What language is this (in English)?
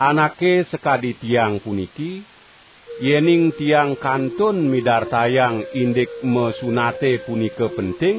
Balinese